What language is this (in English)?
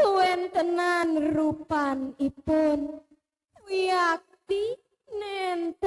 Balinese